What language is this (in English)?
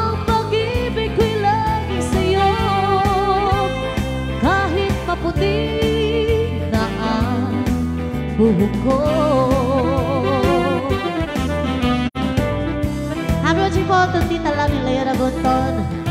Filipino